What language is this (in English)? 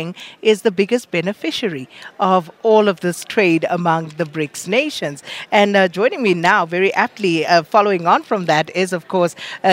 English